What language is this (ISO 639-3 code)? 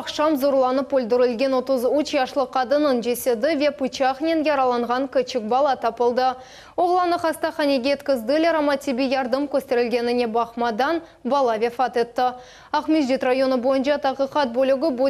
crh